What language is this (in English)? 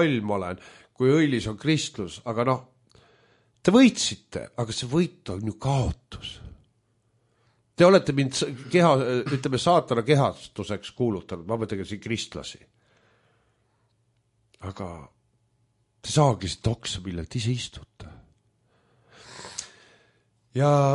Estonian